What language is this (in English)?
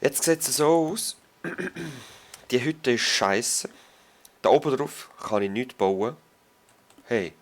Swiss German